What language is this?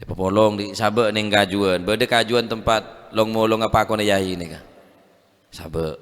Madurese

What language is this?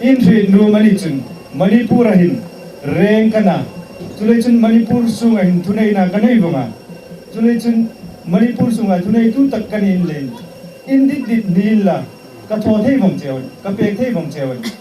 Hmar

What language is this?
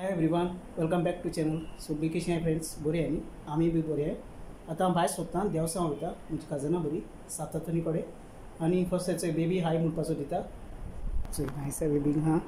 Konkani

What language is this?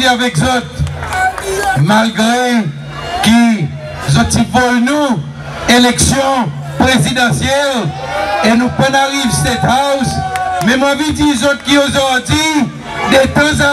Seselwa Creole French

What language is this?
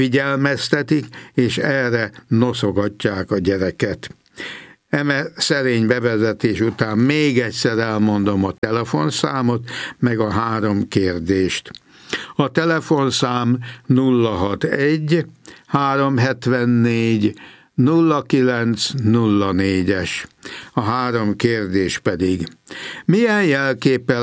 Hungarian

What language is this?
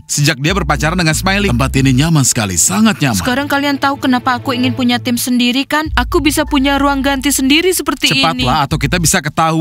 Indonesian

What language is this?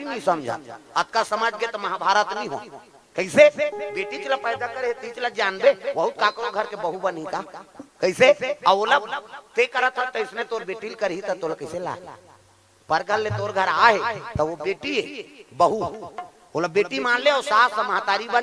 Chhattisgarhi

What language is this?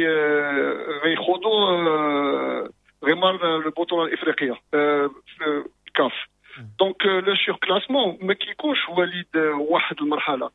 Moroccan Arabic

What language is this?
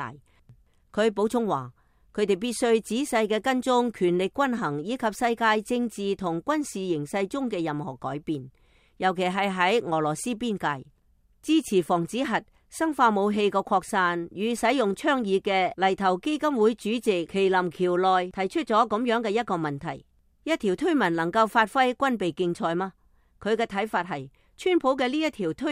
Cantonese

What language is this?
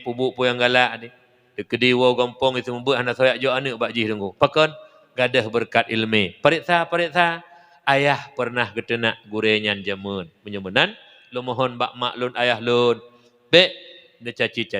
Achinese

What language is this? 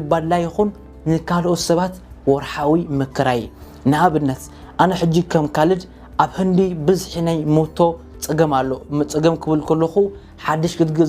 Tigrinya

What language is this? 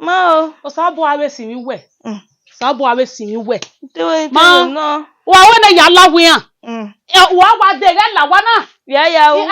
Bini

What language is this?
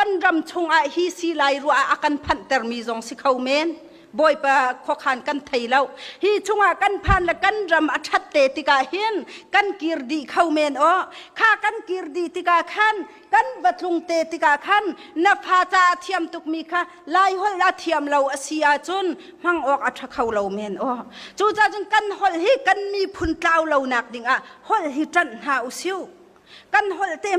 Hakha Chin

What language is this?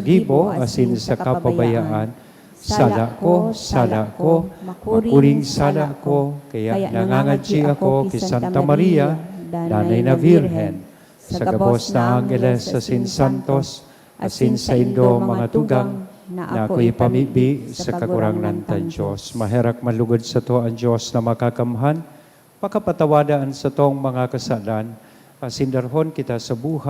Bikol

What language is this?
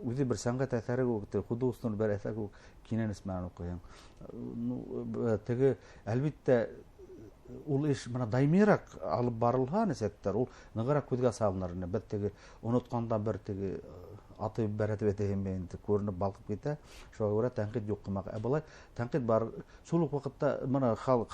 Bashkir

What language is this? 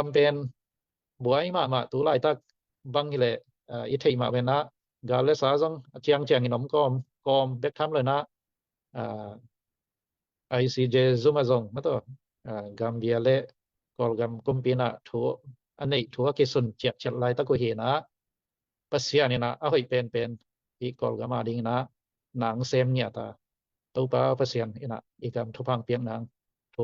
Tedim Chin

